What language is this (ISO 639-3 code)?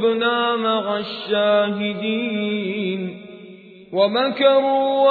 ara